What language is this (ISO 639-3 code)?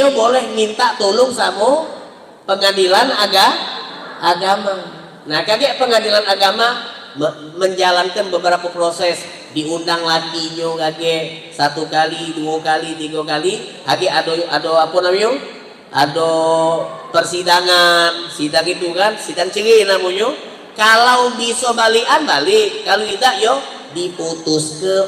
mui